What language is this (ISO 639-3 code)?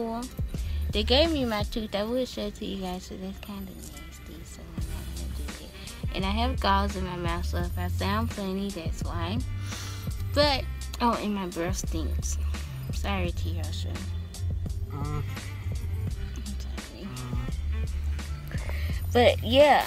eng